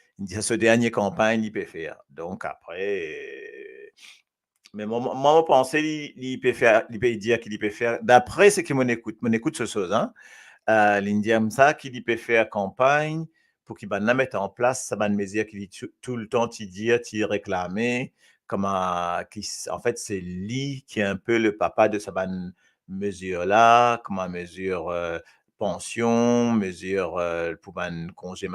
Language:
Morisyen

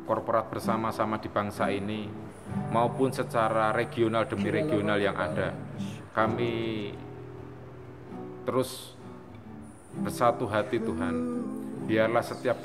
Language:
Indonesian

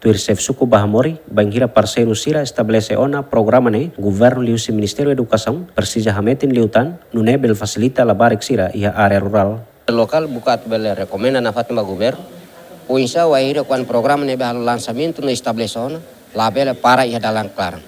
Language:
Tetum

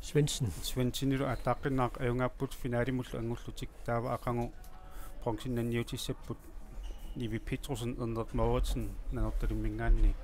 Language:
Kalaallisut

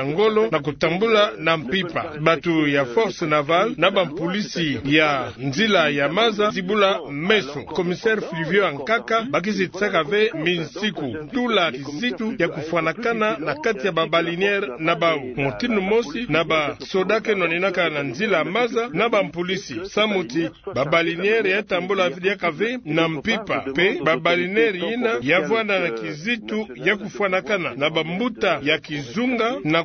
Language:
Kituba (Democratic Republic of Congo)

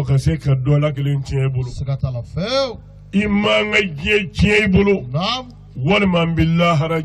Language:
Bambara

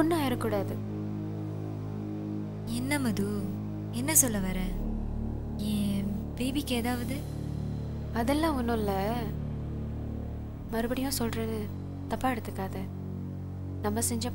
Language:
Tamil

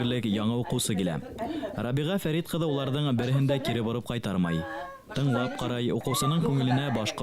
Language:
Bashkir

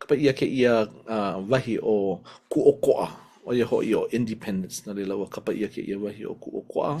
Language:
Hawaiian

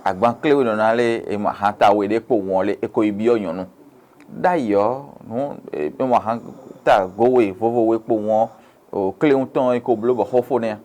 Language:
Fon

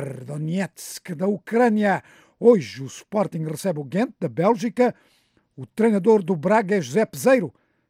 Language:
Portuguese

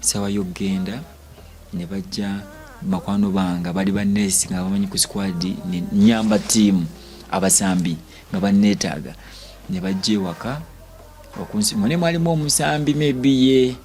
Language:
Ganda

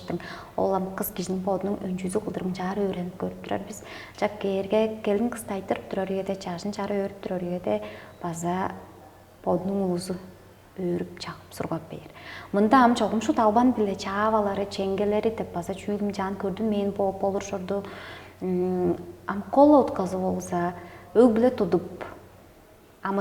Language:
Tuvinian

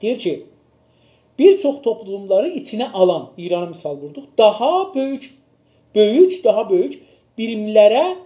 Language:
South Azerbaijani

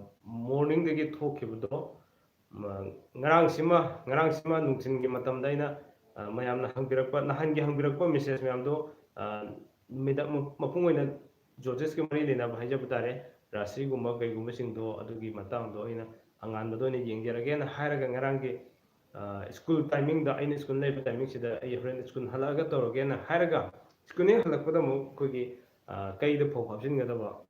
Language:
Manipuri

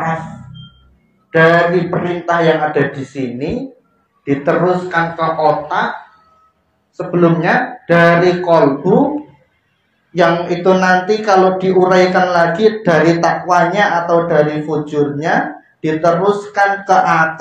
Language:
Indonesian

